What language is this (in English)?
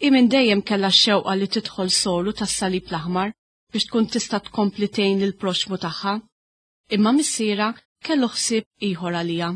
Maltese